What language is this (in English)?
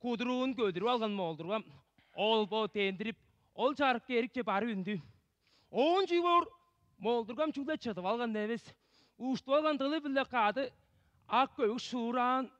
Tuvinian